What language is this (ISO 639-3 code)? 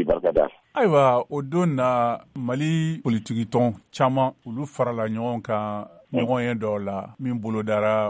bam